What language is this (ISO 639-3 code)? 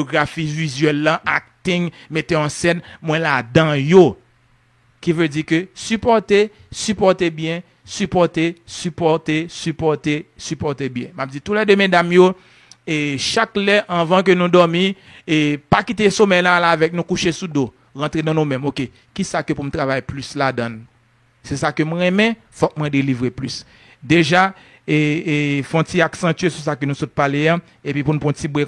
hat